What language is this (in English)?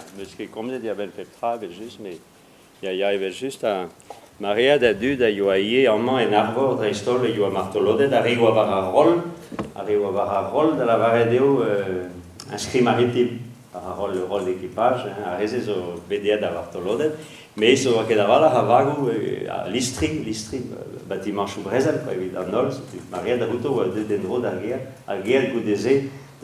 Breton